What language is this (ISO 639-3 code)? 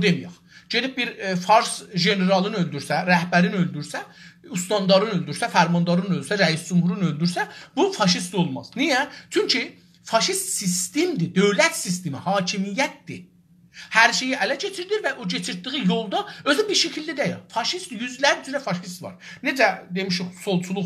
azb